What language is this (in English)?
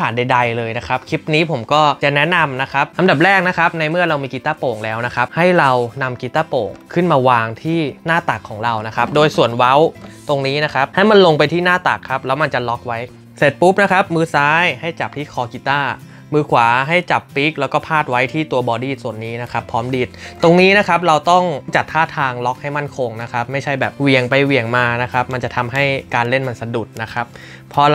Thai